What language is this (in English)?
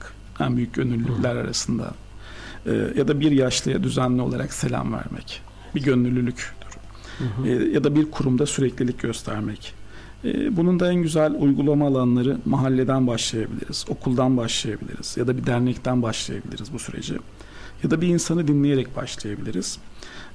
Turkish